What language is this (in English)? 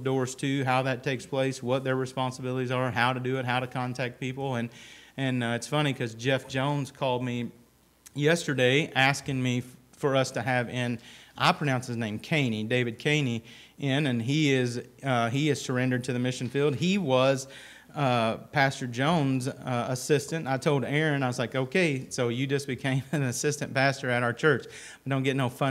English